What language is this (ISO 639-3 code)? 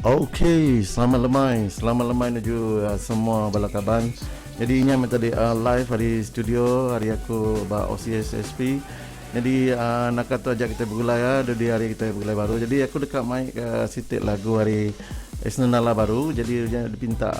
iba